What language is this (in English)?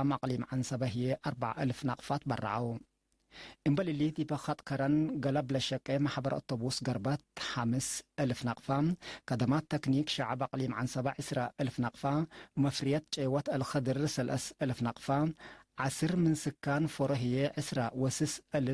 Tigre